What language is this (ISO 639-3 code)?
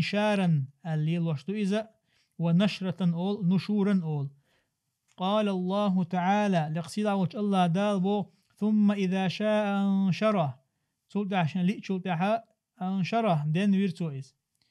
che